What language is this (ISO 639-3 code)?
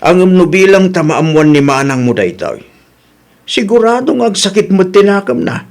ilo